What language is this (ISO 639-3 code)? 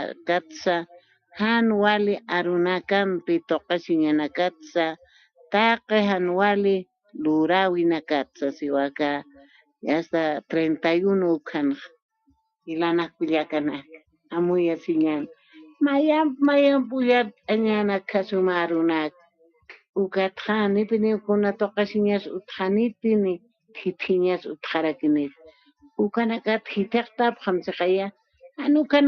aym